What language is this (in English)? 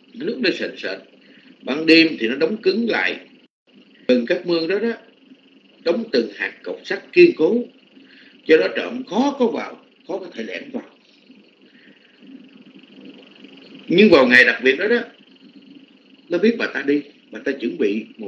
Vietnamese